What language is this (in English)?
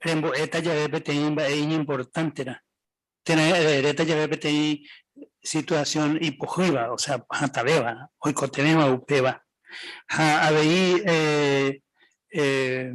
Guarani